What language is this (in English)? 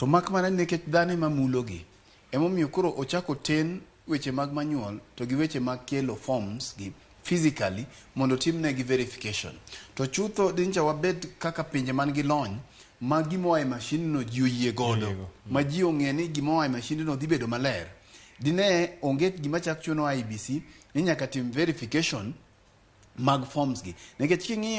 Luo (Kenya and Tanzania)